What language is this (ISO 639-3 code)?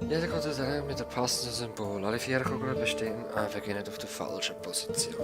gsw